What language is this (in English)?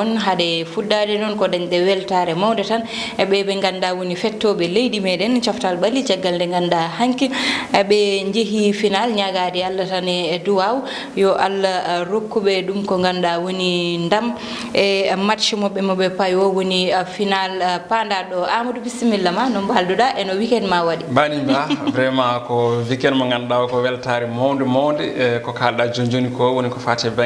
Fula